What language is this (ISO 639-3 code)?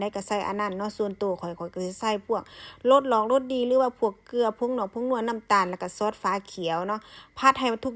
lao